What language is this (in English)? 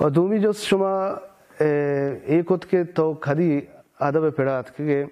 Baluchi